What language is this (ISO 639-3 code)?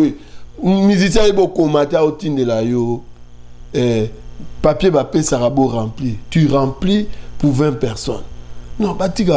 lin